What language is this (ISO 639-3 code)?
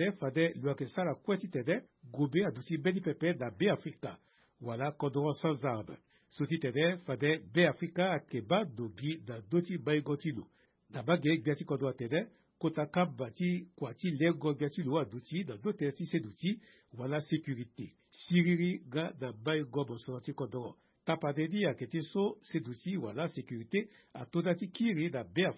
sag